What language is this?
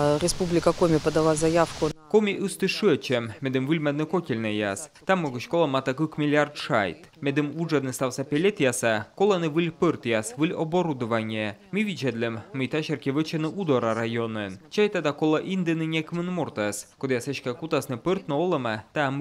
Komi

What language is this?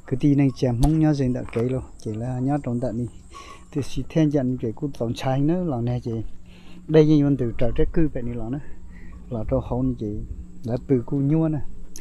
Hmong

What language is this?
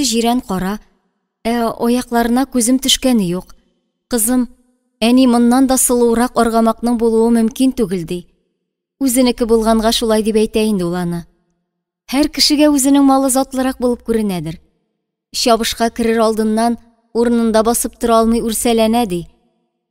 Tatar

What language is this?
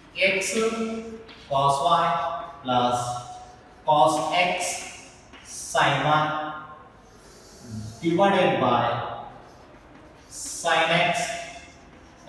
Kannada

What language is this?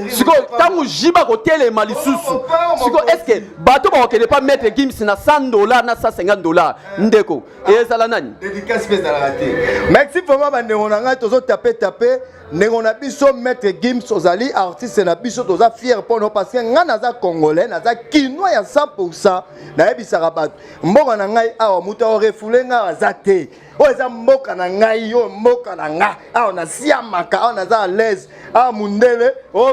Lingala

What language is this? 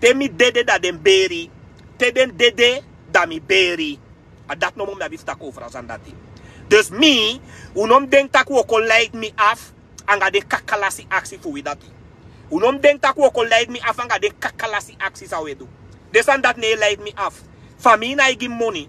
Sranan Tongo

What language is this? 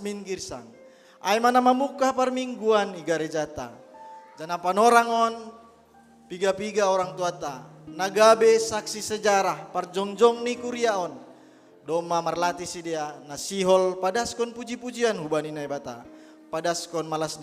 Batak Simalungun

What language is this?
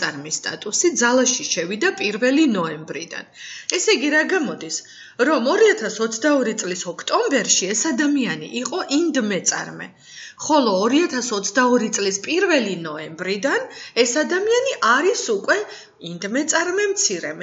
Georgian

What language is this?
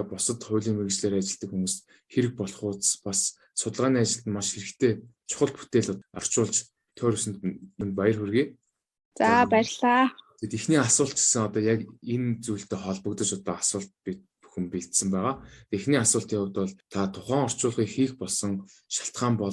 Mongolian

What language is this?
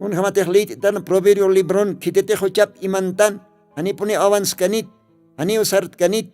Aymara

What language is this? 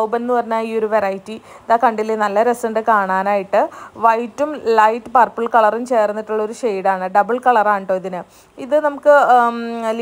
Malayalam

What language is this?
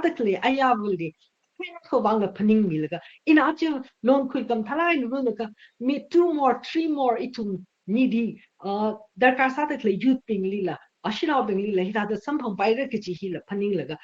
Tangkhul Naga (India)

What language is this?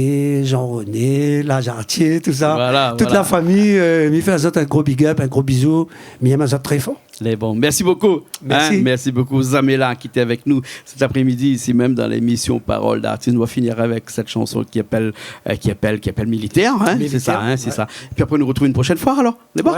Réunion Creole French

